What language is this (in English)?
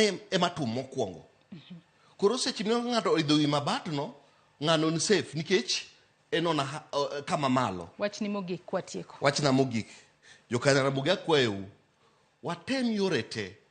Luo (Kenya and Tanzania)